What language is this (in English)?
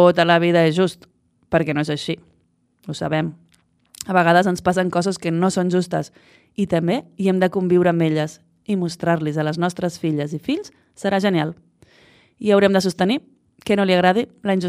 Catalan